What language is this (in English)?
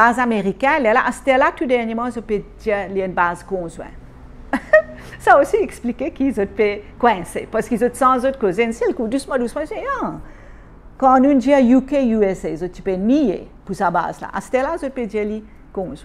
Morisyen